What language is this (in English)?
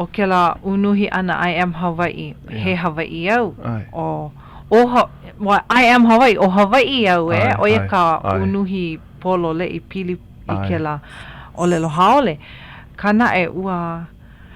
Hawaiian